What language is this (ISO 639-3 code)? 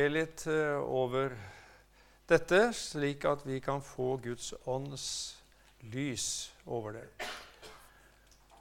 nor